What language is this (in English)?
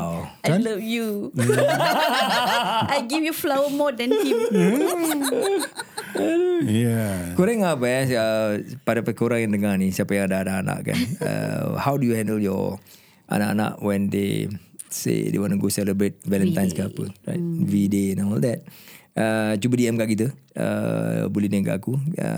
Malay